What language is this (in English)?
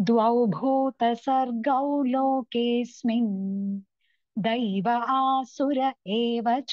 Sanskrit